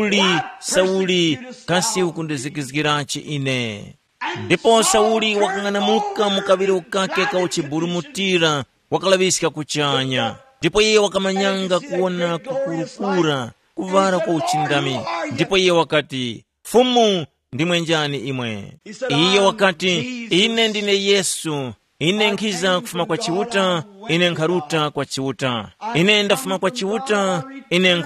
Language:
Tumbuka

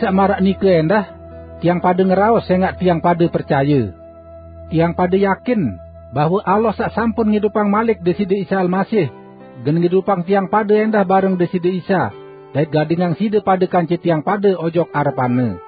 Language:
Sasak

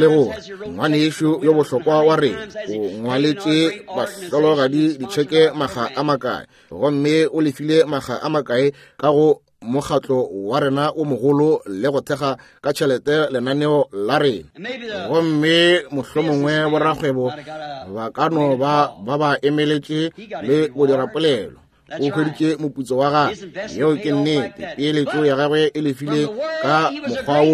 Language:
Northern Sotho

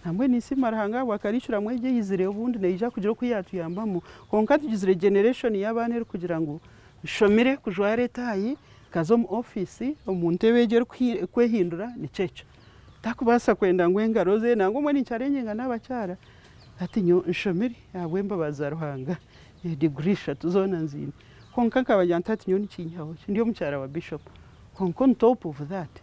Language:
Nyankole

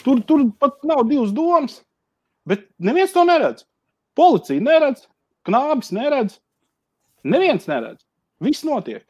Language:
Latvian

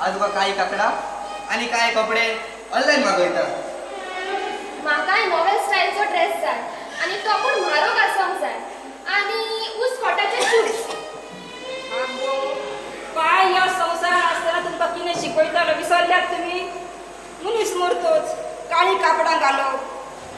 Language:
Konkani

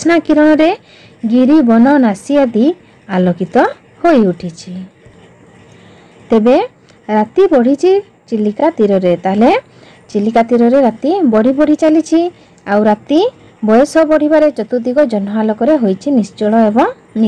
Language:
Odia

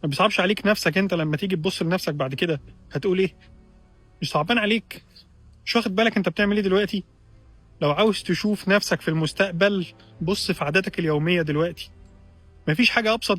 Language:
Egyptian Arabic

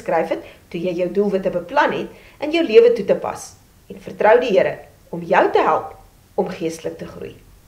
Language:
Afrikaans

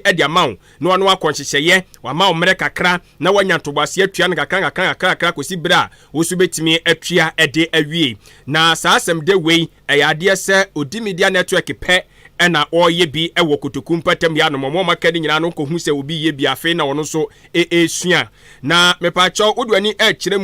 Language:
Akan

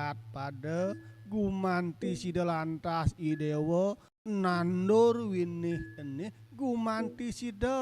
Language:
Balinese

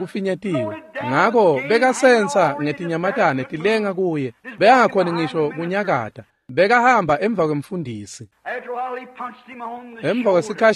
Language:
Swati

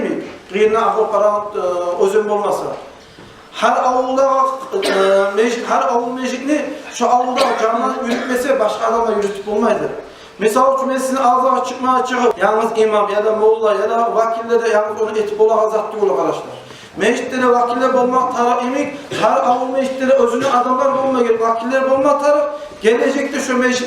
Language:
Kumyk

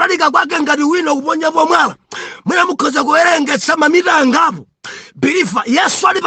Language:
Nyanja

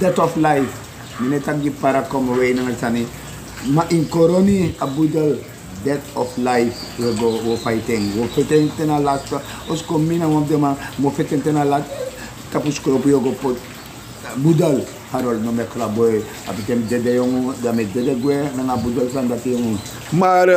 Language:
Sranan Tongo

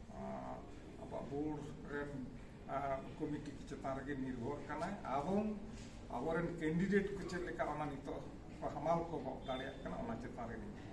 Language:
Santali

